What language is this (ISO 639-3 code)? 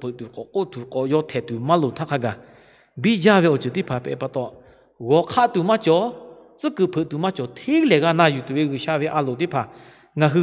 lhu